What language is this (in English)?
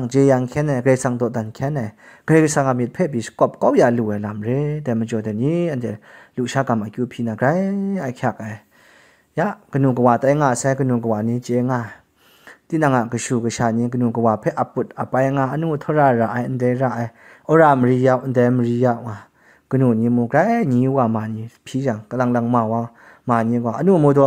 Kachin